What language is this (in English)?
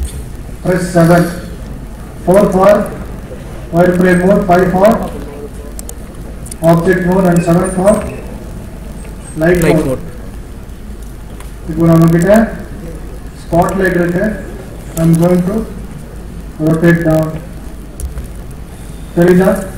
Tamil